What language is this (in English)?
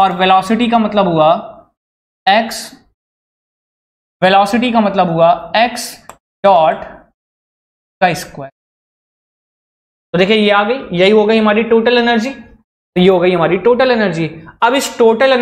Hindi